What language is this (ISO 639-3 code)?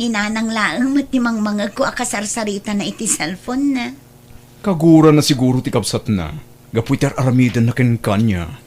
ilo